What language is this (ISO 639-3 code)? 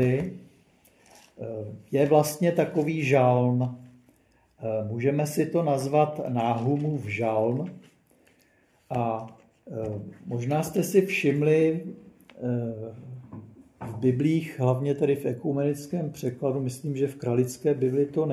ces